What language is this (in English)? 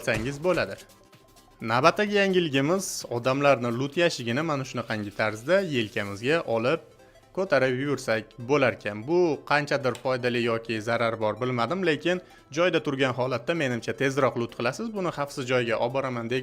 Uzbek